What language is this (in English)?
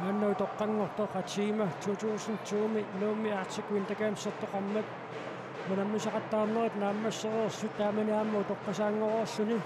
Kalaallisut